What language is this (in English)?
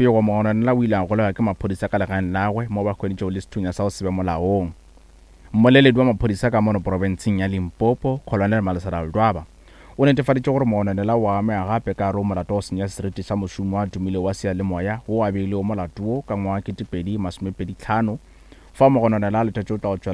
Northern Sotho